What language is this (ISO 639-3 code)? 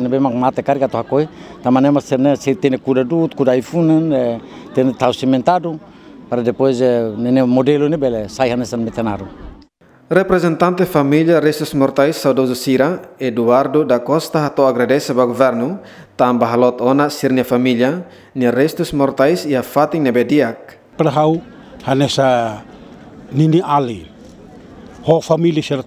tet